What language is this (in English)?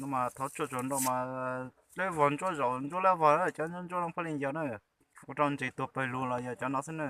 Hmong